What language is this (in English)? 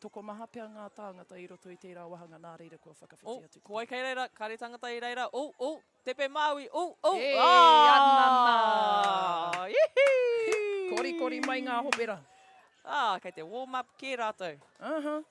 Māori